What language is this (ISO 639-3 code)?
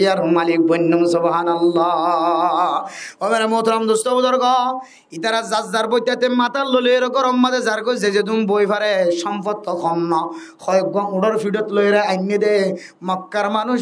rhg